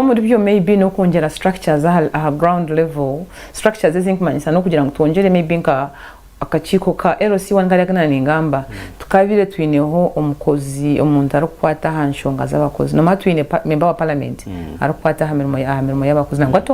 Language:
Nyankole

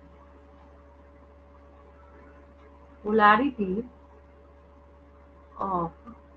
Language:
Hindi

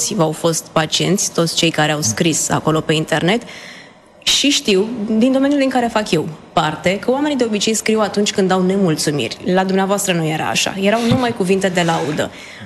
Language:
Romanian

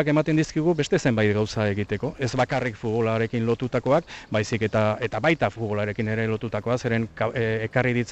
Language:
Basque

